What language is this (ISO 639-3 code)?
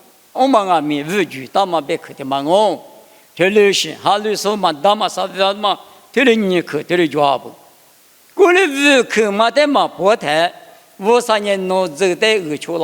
lis